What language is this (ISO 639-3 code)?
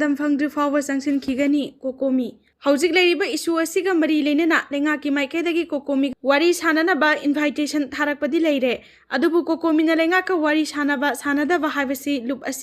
mni